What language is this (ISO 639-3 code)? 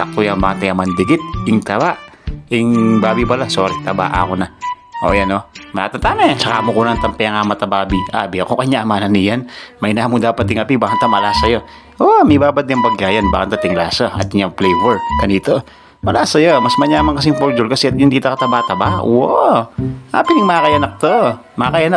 pam